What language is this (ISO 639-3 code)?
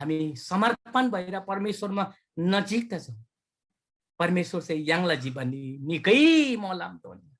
taj